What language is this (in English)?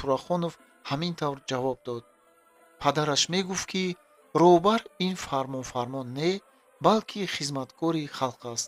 Tajik